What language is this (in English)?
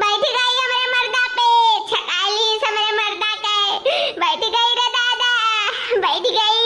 Awadhi